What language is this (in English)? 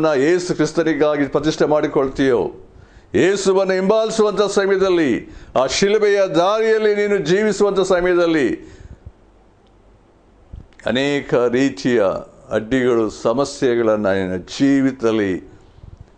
Kannada